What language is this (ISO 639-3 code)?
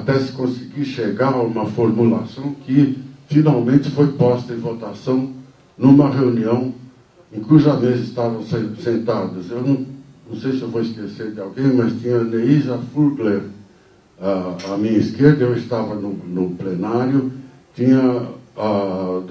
por